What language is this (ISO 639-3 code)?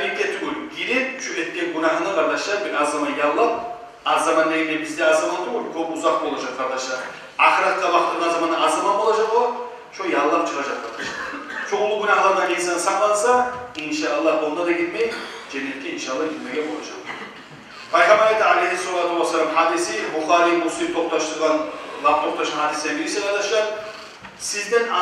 kum